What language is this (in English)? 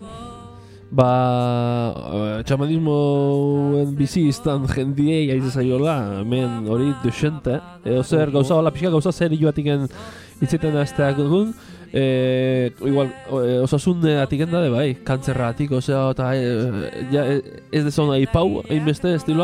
Basque